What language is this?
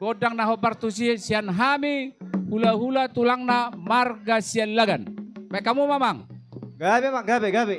Batak Toba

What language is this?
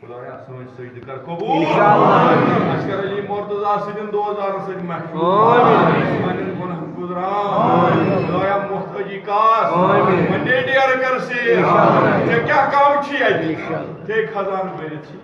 Kashmiri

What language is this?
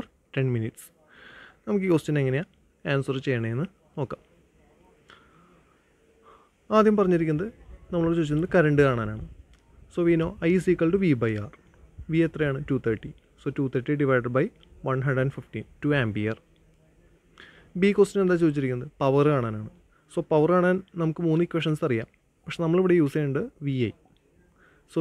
Malayalam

